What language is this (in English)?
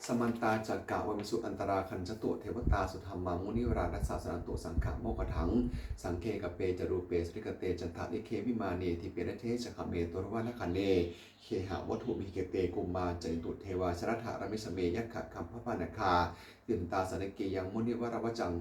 Pali